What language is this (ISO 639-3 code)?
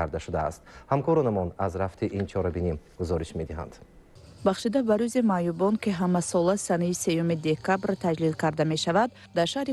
tgk